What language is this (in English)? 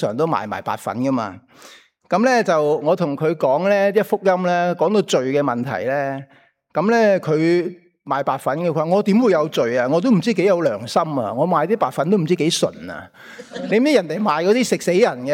Cantonese